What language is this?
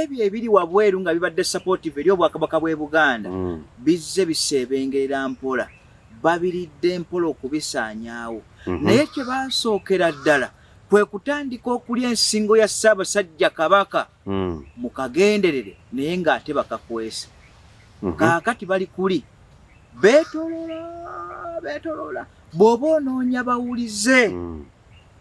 Ganda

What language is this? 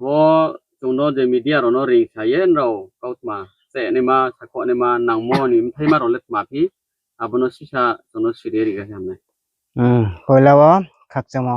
Riang (India)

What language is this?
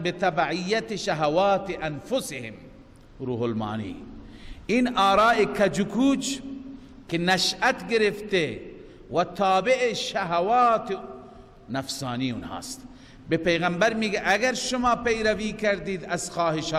Persian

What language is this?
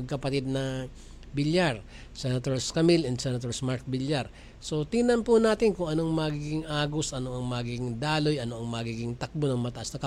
Filipino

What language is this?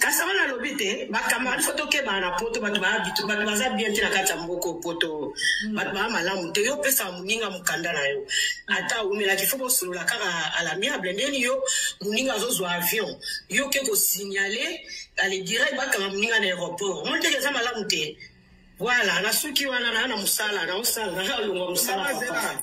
Lingala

